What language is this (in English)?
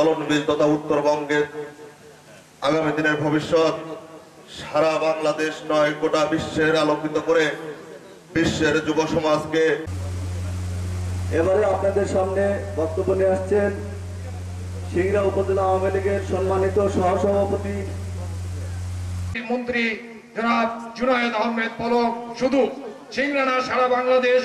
Bangla